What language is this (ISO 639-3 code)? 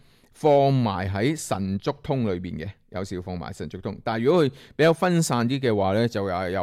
yue